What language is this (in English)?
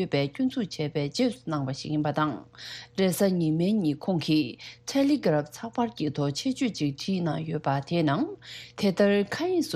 Tibetan